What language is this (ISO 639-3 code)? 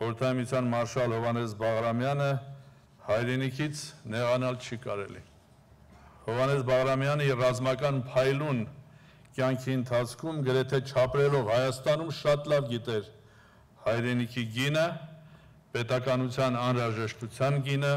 hye